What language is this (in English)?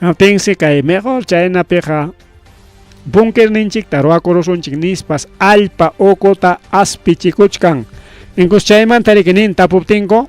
Ayacucho Quechua